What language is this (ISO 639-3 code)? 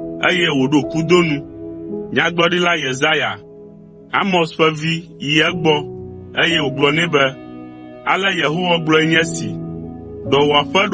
ewe